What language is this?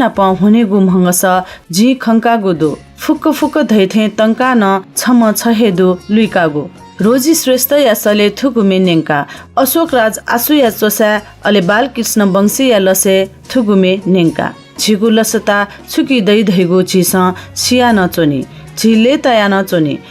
Newari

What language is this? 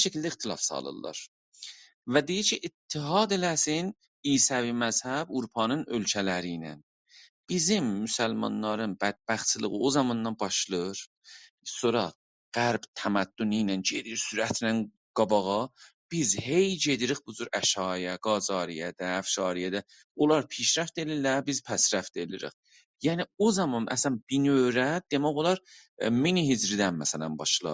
South Azerbaijani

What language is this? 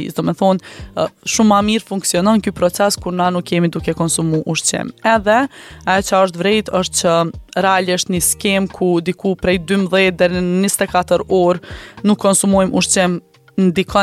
Albanian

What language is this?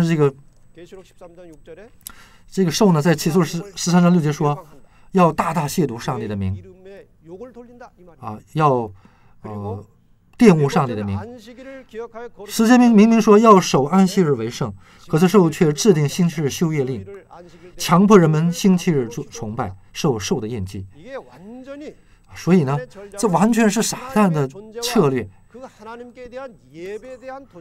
Chinese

